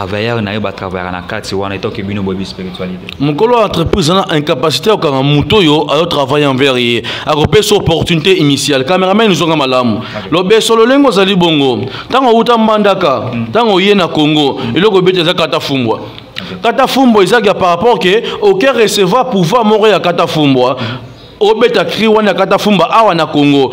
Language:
Lingala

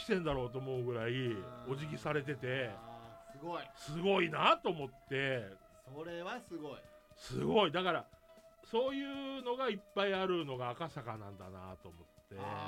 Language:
Japanese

